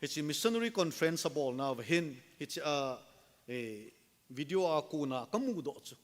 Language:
Thado Chin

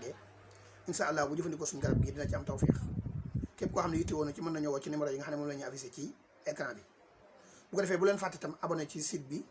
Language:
Wolof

